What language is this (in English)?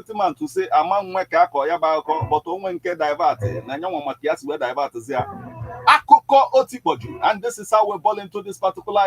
Igbo